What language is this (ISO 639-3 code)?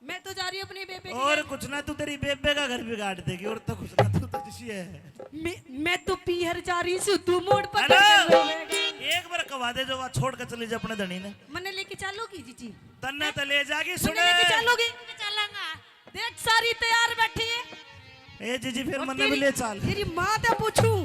bgc